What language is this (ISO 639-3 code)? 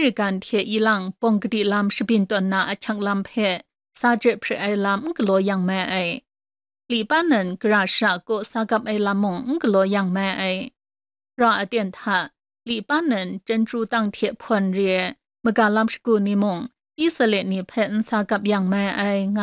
kac